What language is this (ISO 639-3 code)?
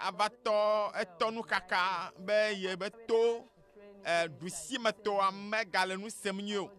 ewe